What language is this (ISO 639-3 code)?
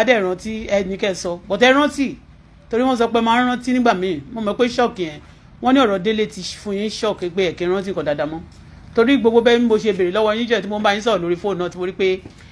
yor